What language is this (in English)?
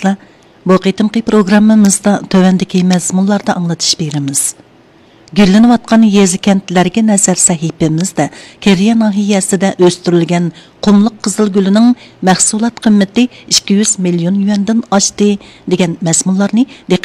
Uyghur